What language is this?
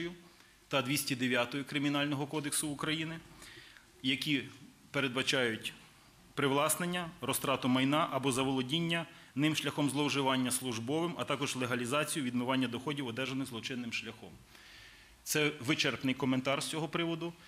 Ukrainian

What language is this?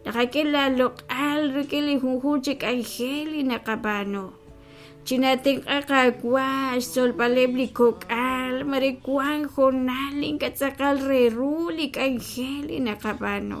Kekchí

